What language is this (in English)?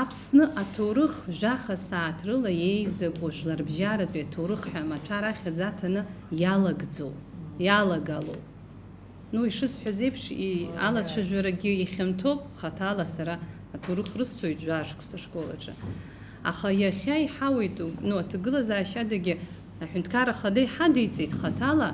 Abkhazian